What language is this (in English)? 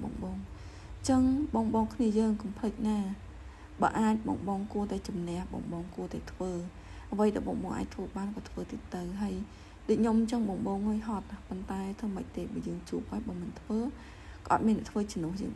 Khmer